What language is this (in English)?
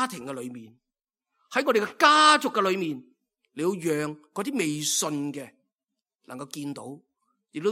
Cantonese